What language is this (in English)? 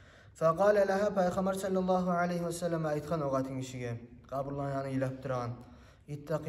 Kumyk